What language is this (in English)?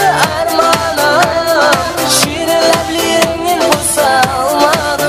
Kara-Kalpak